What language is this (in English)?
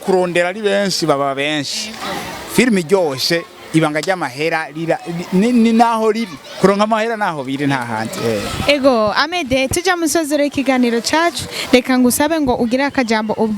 Rundi